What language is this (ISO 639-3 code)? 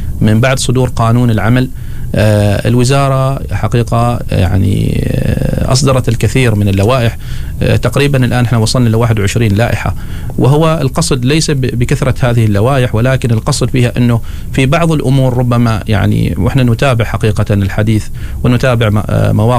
ara